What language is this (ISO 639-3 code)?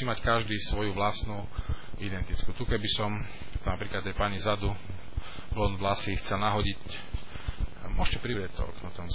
slk